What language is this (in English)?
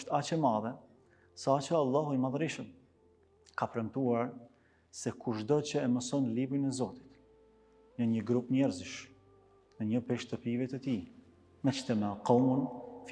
Albanian